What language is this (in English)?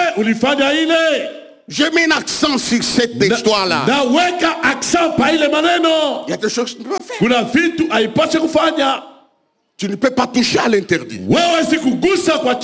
Swahili